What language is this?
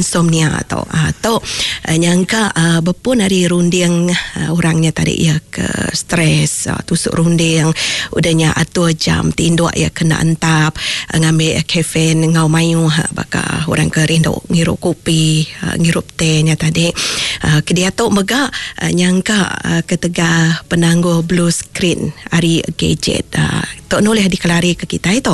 Iban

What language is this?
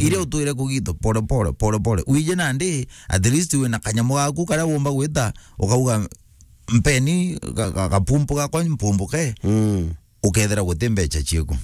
Meru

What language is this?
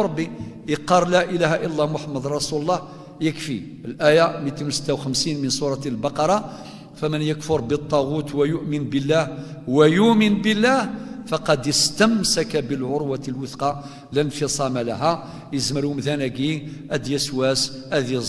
Kabyle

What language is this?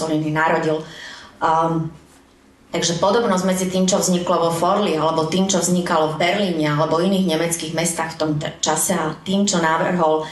Slovak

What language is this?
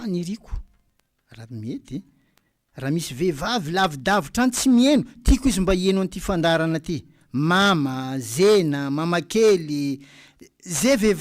Malagasy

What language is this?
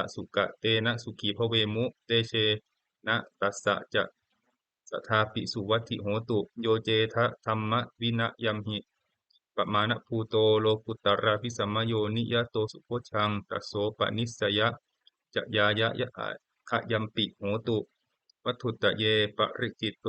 Pali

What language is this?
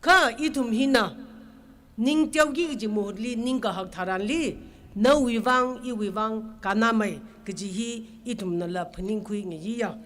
Tangkhul Naga (India)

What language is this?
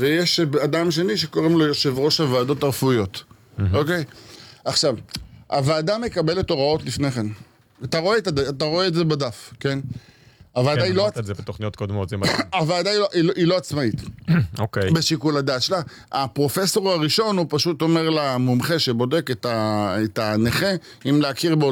Hebrew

